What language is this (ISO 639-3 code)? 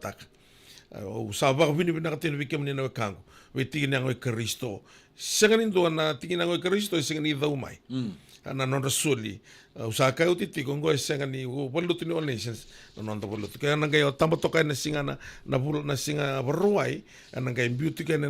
fij